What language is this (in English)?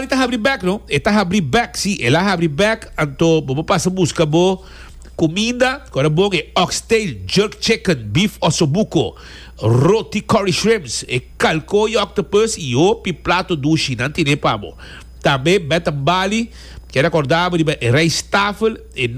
Papiamento